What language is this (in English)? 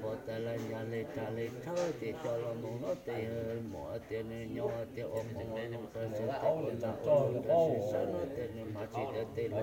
Hmong